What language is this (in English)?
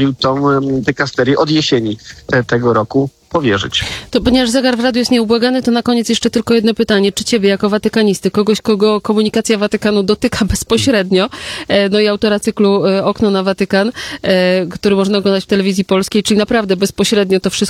Polish